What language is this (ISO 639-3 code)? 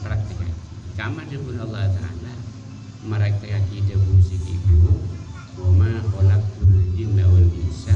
mad